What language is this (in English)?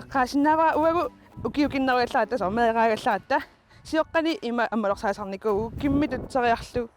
Kalaallisut